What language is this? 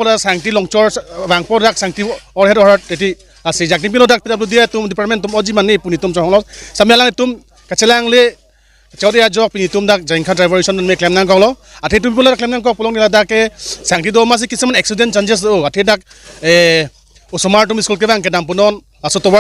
Karbi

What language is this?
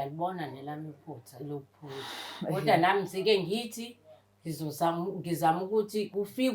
Zulu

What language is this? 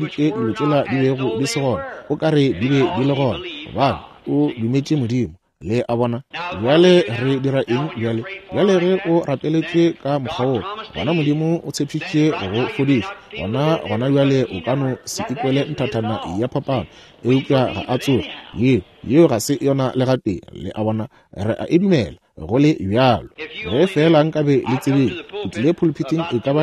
Northern Sotho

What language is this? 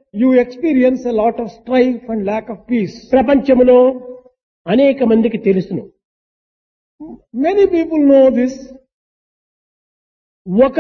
Telugu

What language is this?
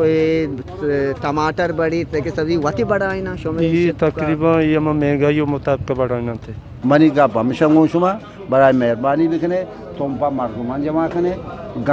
Eastern Balochi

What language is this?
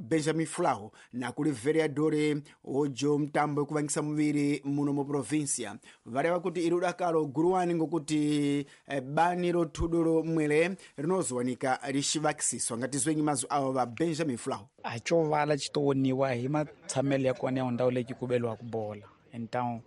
Tsonga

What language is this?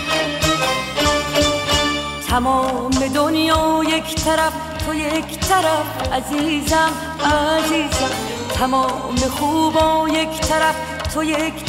Persian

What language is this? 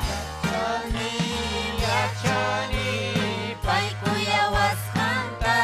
Ayacucho Quechua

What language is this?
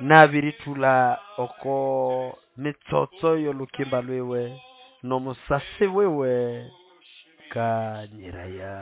Nande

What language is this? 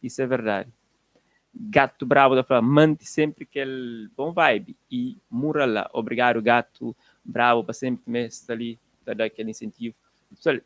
Kabuverdianu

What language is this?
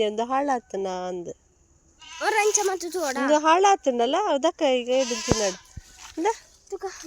Tulu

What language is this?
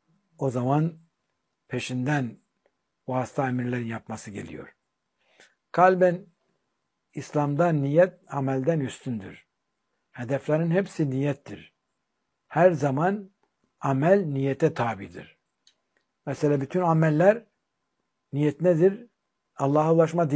Turkish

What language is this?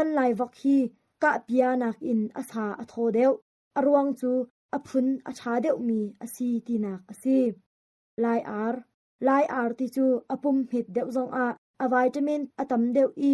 Hakha Chin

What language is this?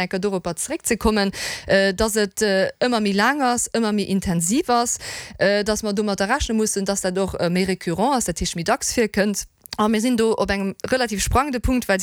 Luxembourgish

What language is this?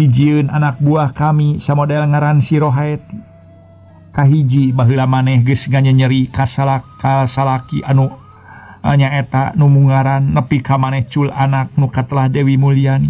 Sundanese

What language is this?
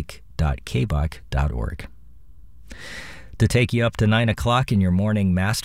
English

